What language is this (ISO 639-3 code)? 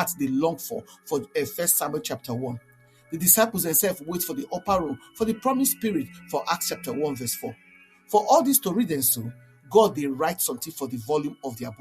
pcm